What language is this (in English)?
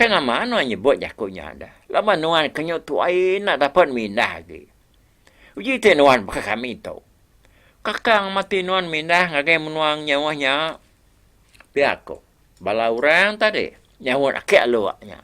Iban